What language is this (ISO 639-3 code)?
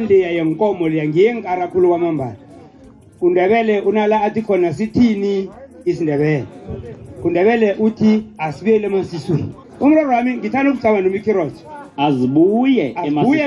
nbl